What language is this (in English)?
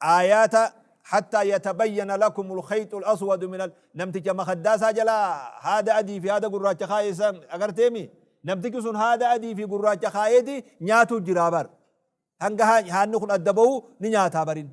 Oromo